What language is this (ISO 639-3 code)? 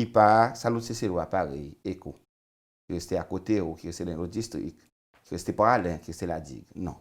crs